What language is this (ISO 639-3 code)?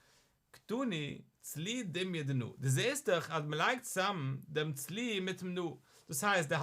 yid